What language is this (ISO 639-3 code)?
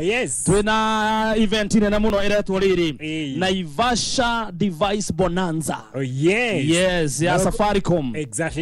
kik